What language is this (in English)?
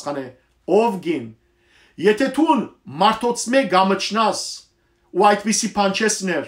Western Armenian